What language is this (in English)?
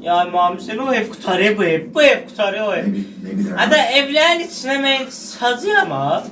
South Azerbaijani